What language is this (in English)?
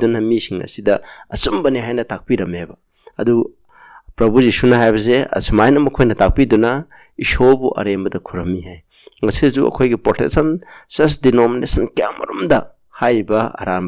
Manipuri